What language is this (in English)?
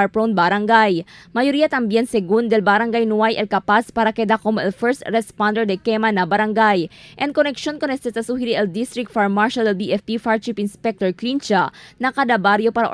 Chavacano